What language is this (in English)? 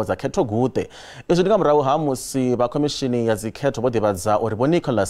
Venda